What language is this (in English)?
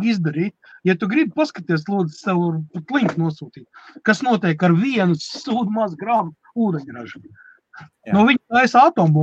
Latvian